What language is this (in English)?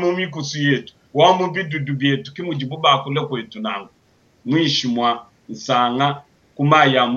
Luba-Lulua